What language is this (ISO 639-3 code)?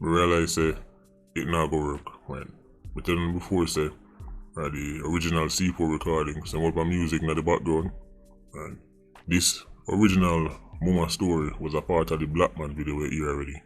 jam